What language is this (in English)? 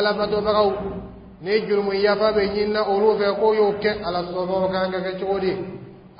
Dyula